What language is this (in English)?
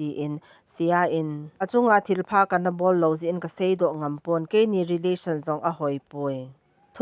Thado Chin